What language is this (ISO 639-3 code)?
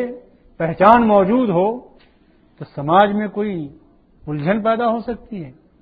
urd